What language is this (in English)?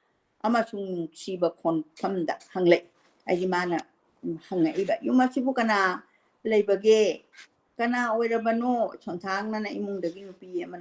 Manipuri